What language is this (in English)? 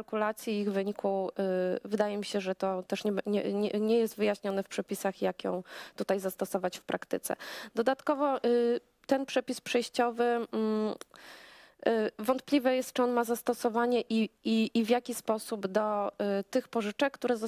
Polish